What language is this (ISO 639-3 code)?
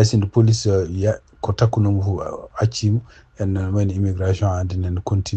ful